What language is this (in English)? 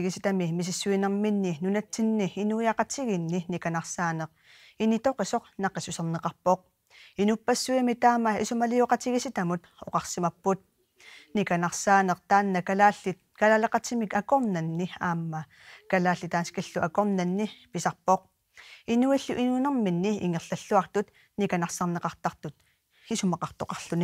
Kalaallisut